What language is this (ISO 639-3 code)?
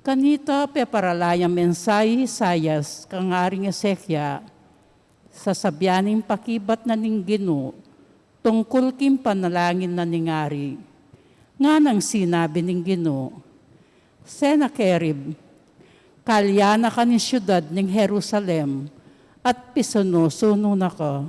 pam